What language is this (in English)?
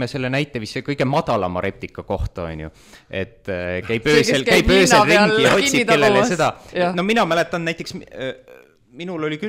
Estonian